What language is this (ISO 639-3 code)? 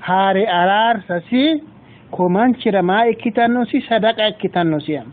sid